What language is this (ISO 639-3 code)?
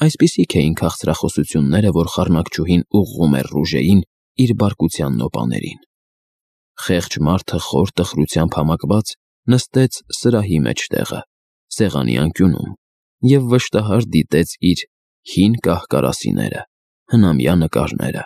hye